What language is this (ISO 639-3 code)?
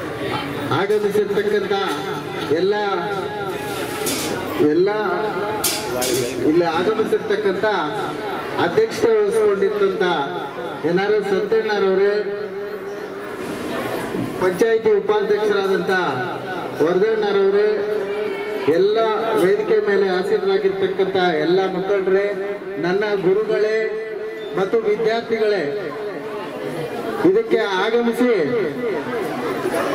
kan